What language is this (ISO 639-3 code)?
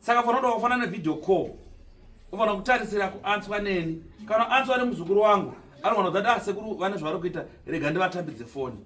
sna